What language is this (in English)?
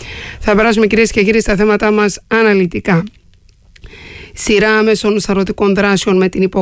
Greek